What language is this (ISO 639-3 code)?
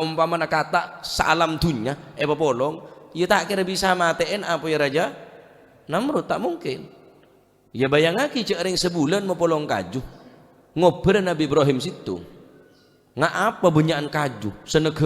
mad